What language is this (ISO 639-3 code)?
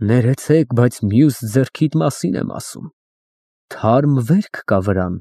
hye